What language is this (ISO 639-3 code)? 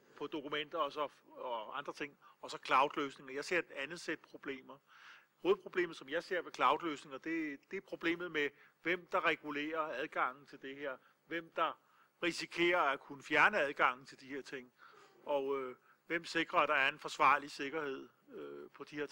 dan